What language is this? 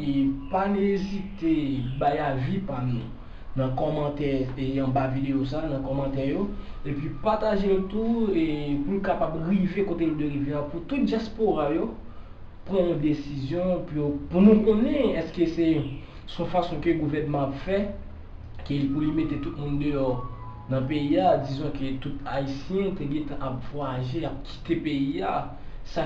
Haitian Creole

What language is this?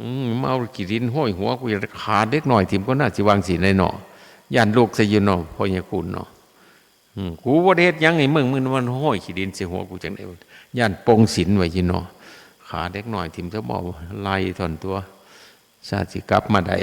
Northeastern Thai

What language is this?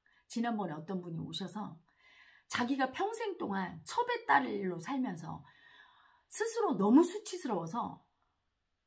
Korean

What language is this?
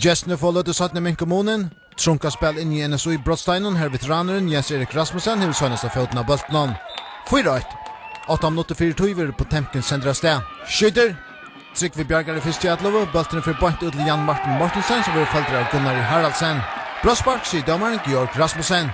Faroese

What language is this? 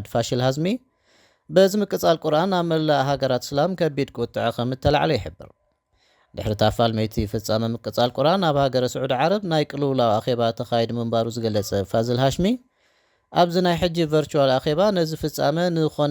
Tigrinya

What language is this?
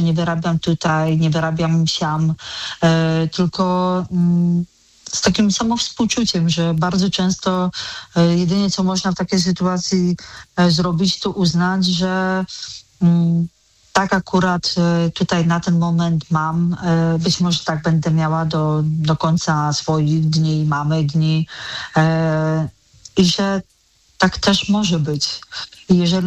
Polish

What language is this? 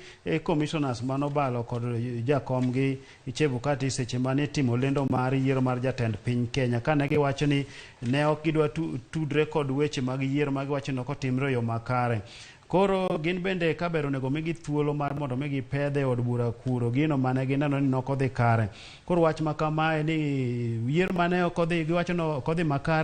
Luo (Kenya and Tanzania)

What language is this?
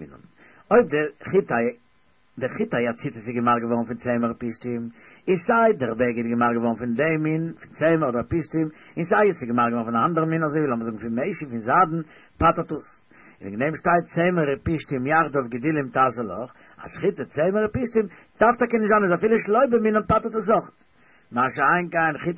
Yiddish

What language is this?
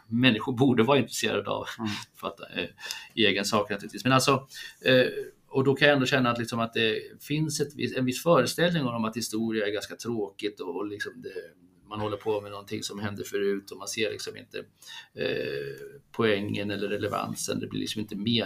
Swedish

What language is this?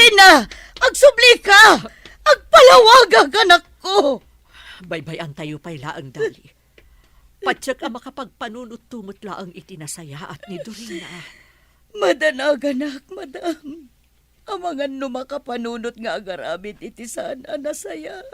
Iloko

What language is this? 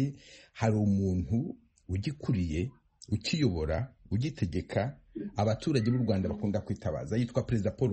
Kinyarwanda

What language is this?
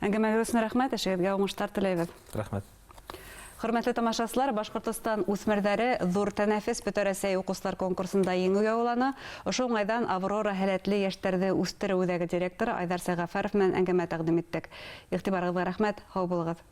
Bashkir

